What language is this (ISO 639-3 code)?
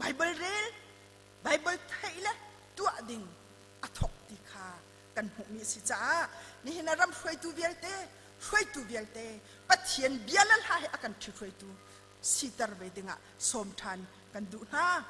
cnh